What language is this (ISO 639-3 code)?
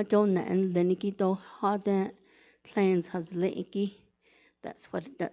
nav